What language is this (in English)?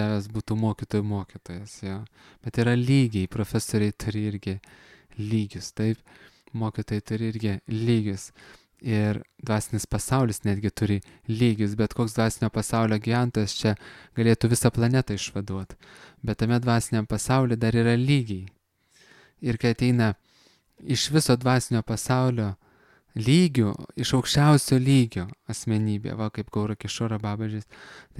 Lithuanian